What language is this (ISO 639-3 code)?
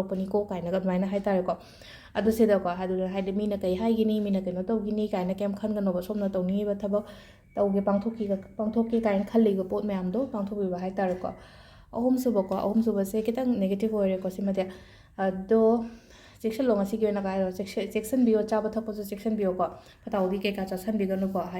mni